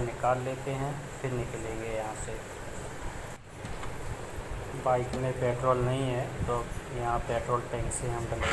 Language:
Hindi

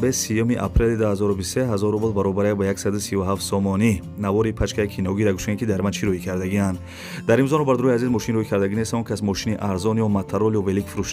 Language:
Tajik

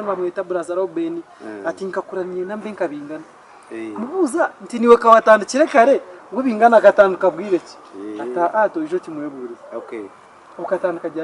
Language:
Nyankole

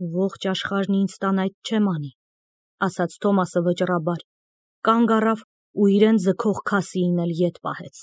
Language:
Armenian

